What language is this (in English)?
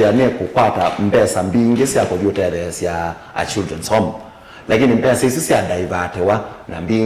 Kamba